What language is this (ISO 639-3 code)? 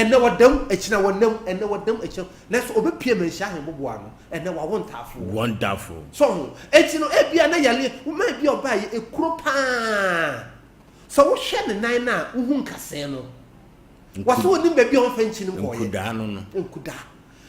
aka